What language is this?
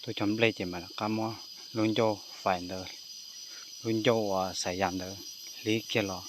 Hmong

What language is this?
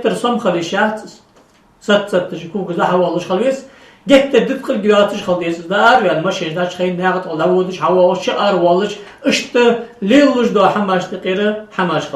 Ingush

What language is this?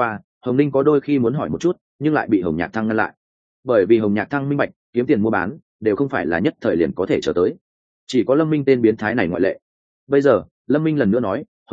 Vietnamese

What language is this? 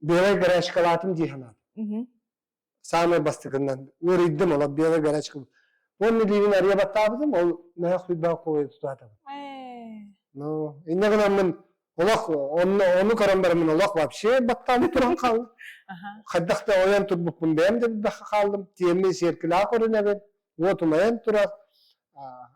Yakut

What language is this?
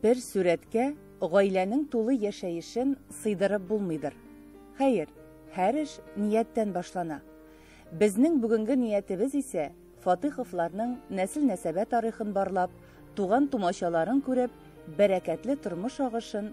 Tatar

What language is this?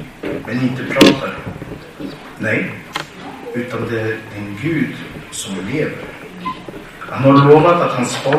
Swedish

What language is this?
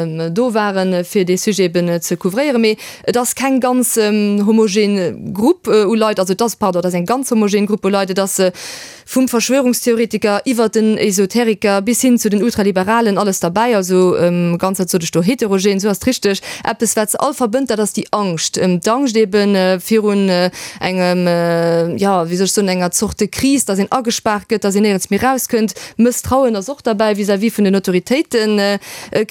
Luxembourgish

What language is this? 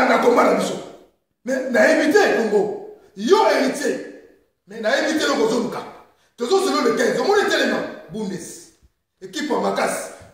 Lingala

